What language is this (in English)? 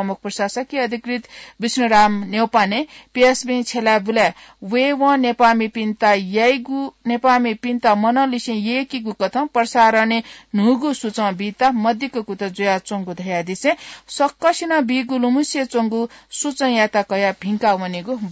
Newari